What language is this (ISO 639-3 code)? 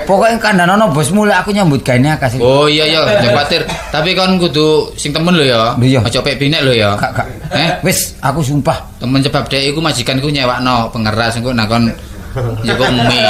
jav